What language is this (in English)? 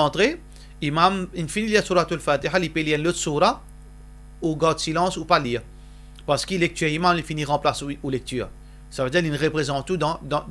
Morisyen